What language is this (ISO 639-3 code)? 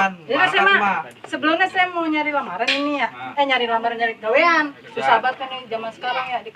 bew